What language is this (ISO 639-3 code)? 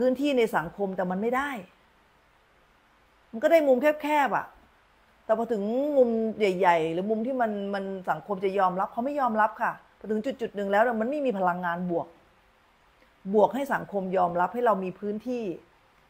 tha